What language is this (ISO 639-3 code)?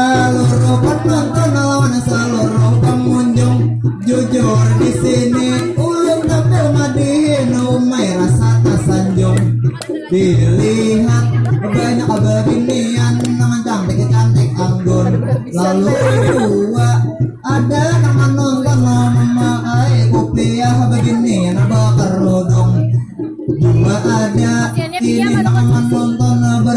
bjn